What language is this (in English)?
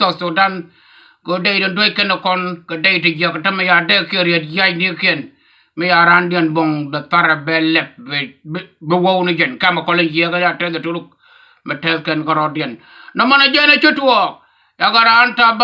Nuer